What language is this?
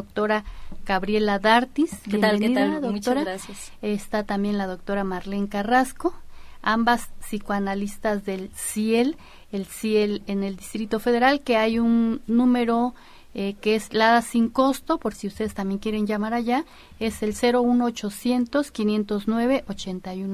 Spanish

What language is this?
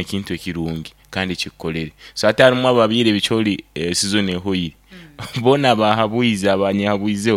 Nyankole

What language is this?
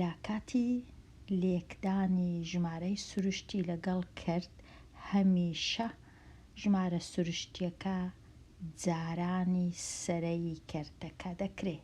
Central Kurdish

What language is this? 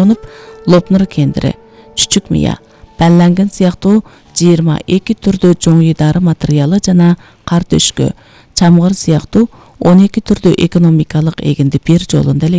Kyrgyz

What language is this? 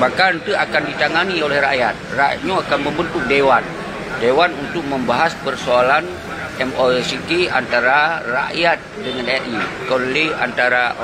Achinese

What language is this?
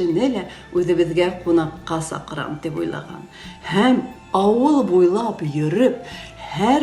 Bashkir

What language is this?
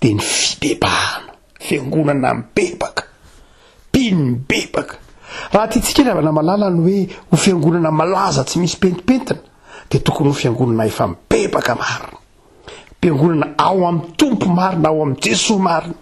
Malagasy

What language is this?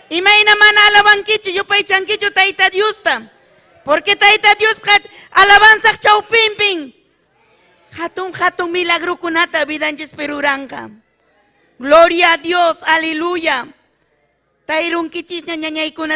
Ayacucho Quechua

